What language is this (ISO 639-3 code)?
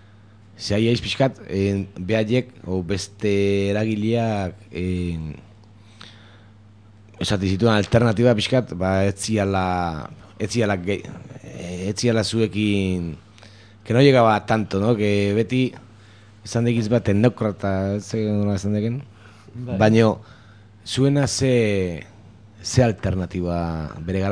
eus